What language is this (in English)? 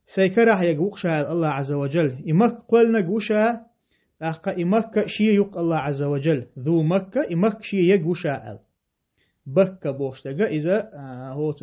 Chechen